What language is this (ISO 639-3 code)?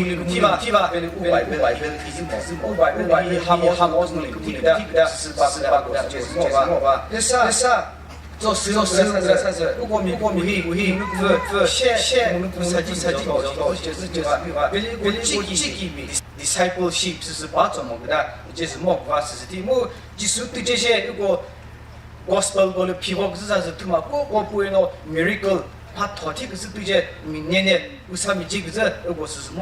nri